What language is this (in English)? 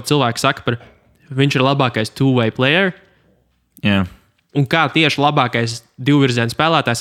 Latvian